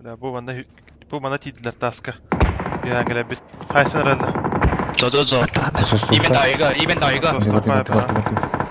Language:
Yakut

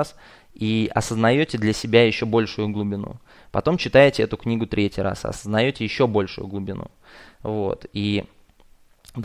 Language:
Russian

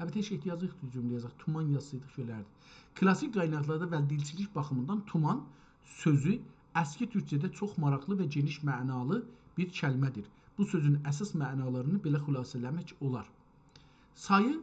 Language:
South Azerbaijani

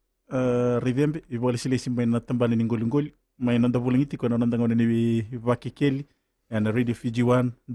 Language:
Fijian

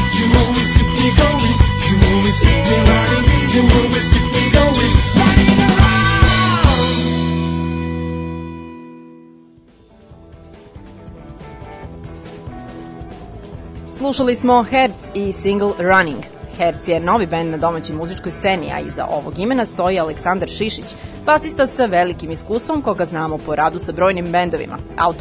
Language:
Serbian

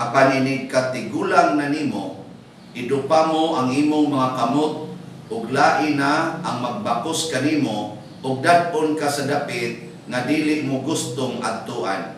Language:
Cebuano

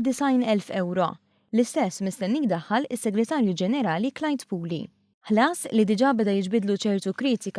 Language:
Maltese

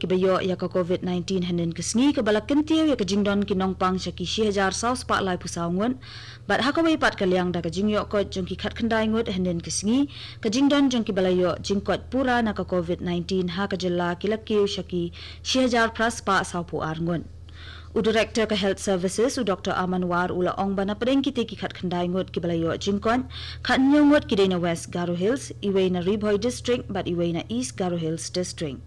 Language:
Khasi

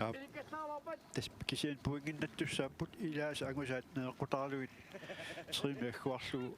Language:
Kalaallisut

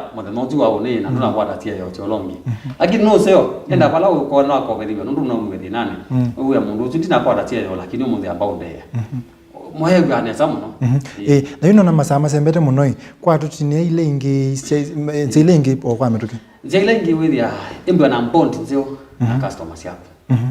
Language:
Kamba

